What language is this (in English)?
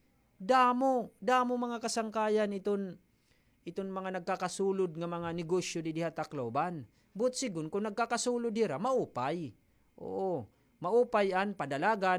Waray